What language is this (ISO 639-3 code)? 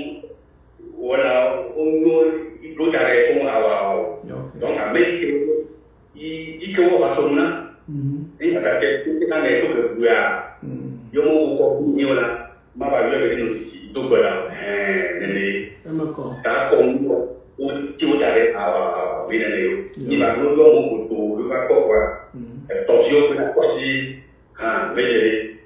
ewe